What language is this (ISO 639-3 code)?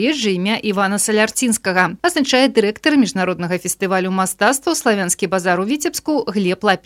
bel